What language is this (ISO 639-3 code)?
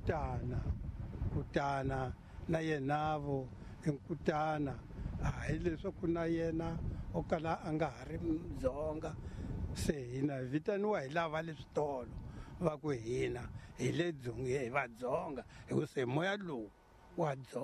tso